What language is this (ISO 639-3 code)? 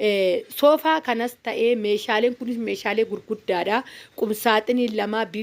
orm